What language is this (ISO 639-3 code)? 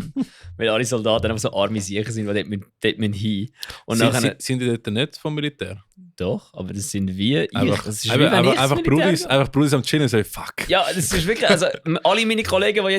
gsw